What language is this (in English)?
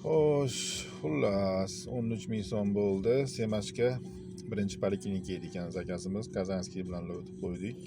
Uzbek